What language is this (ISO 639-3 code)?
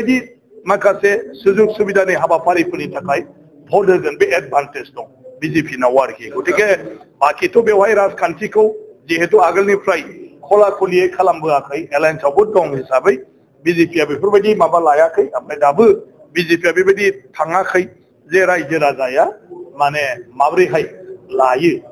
brx